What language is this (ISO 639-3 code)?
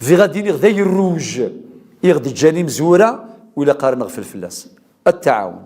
kab